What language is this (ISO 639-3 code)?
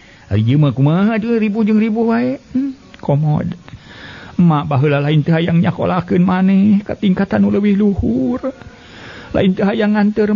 sun